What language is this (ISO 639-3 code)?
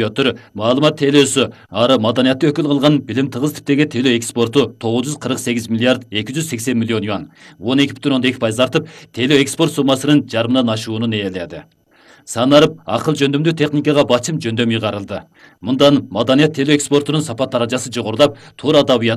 kir